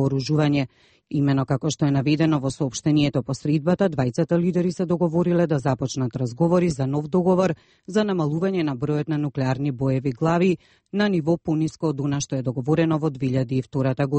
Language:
Macedonian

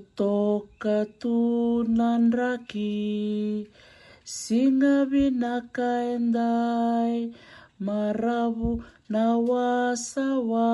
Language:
Fijian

